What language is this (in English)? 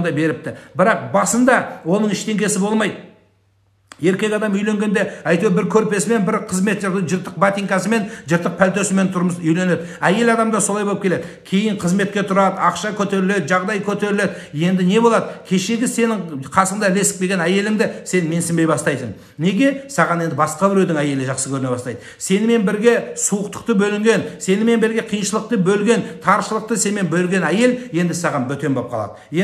Kazakh